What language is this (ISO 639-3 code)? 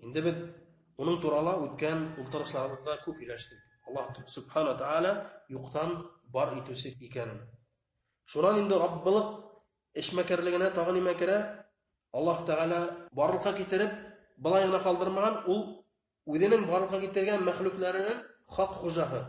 bak